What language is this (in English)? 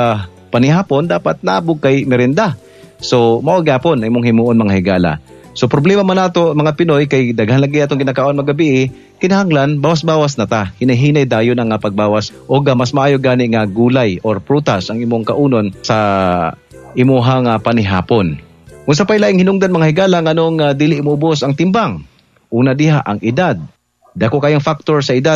Cebuano